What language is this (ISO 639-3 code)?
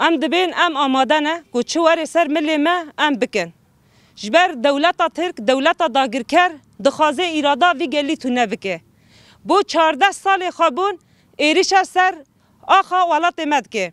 kur